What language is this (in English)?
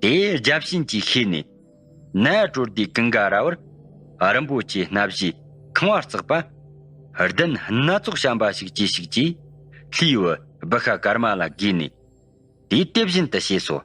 Tibetan